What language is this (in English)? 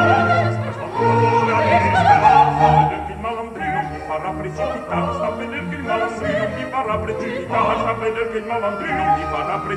Italian